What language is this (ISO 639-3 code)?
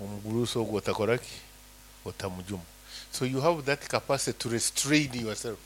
nyn